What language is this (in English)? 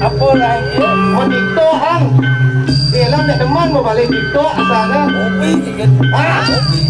Balinese